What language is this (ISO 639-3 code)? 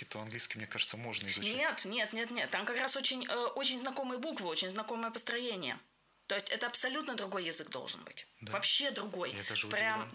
rus